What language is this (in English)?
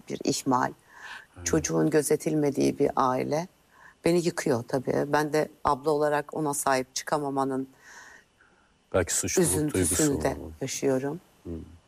Turkish